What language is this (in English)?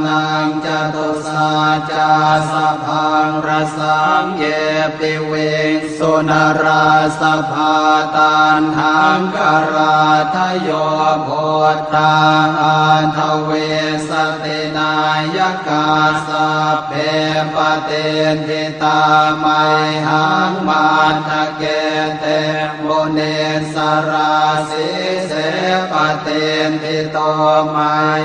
Pali